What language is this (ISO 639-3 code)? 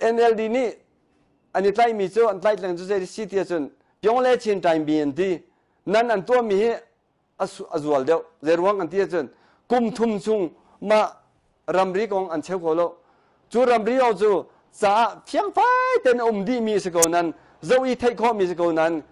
cnh